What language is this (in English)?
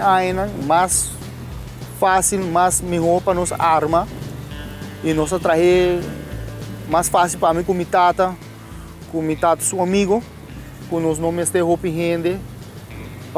Papiamento